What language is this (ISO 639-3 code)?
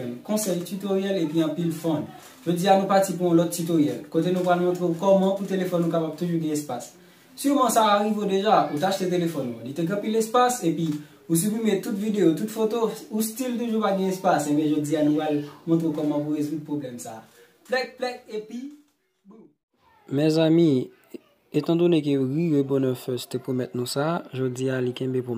hat